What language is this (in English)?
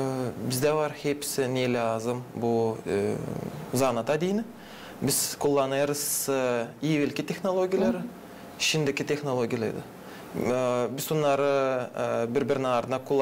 Gagauz